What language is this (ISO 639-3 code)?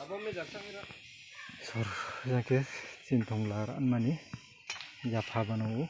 ria